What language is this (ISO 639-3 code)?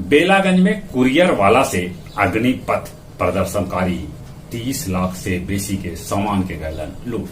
mag